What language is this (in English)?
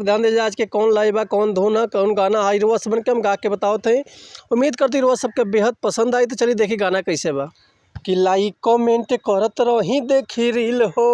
Bhojpuri